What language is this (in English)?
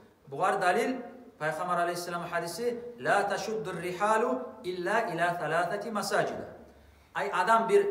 Kumyk